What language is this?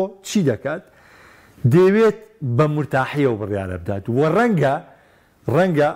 Central Kurdish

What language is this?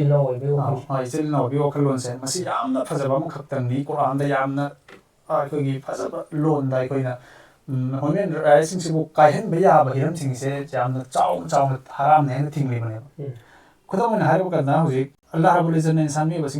Manipuri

